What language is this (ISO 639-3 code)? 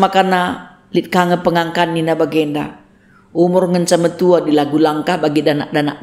btx